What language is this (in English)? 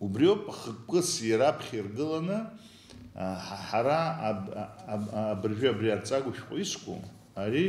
Abkhazian